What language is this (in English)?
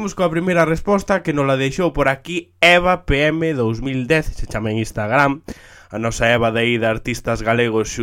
Galician